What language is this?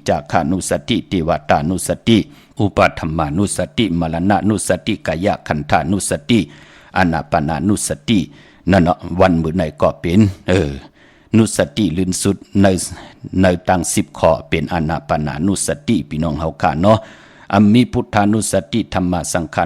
Shan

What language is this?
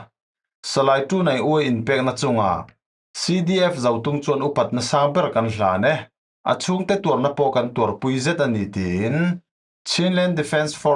Falam Chin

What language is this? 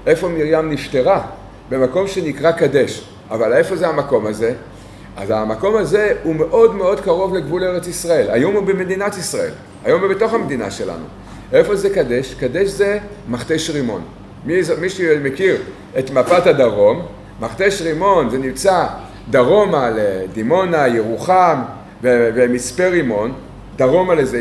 Hebrew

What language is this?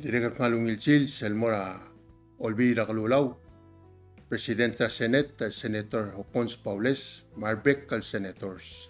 Palauan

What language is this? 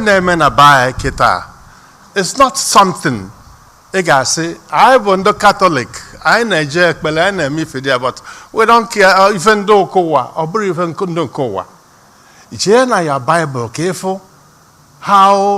Igbo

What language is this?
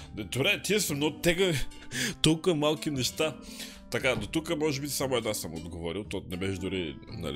Bulgarian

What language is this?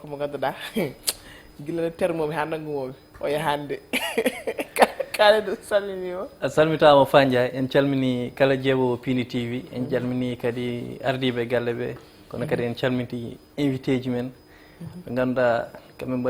Fula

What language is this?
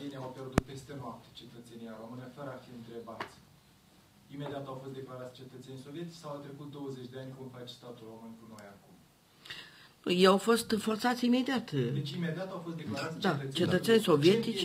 Romanian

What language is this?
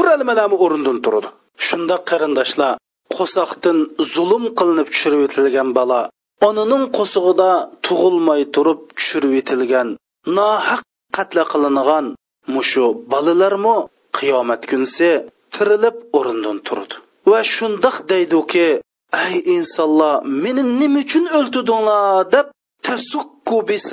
Uyghur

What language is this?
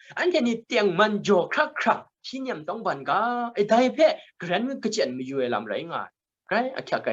Kachin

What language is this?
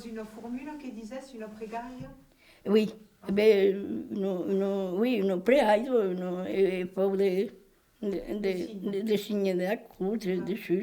Occitan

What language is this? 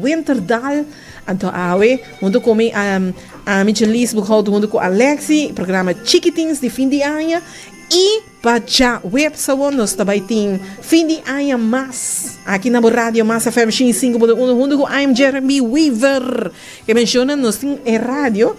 Papiamento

